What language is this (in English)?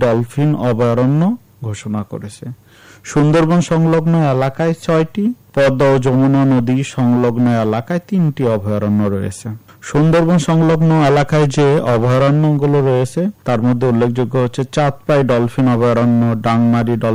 Bangla